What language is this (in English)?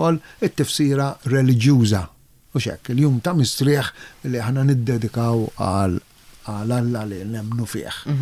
Maltese